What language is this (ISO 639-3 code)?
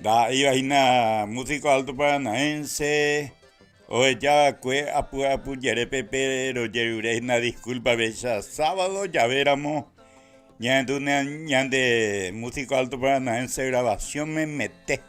grn